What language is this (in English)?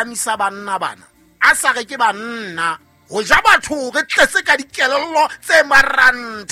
Southern Sotho